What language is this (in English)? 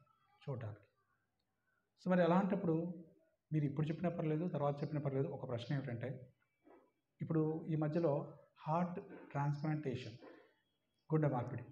Telugu